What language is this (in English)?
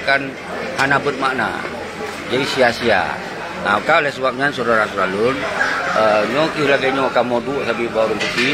Achinese